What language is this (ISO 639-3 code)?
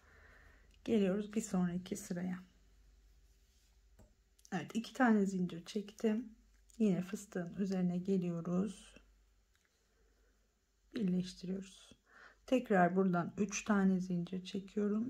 tur